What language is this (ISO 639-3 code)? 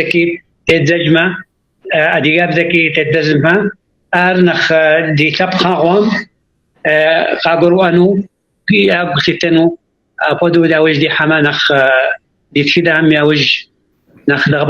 kbd